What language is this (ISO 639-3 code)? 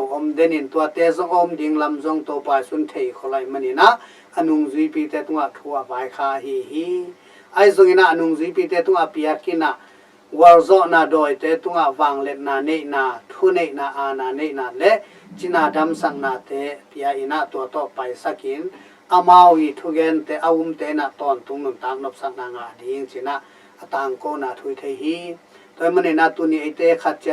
ctd